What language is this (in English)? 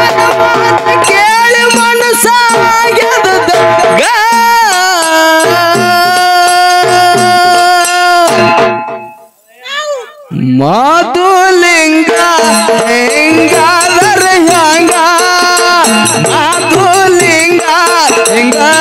Kannada